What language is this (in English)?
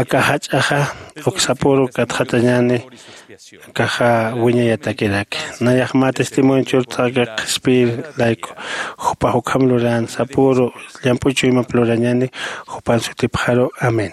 Aymara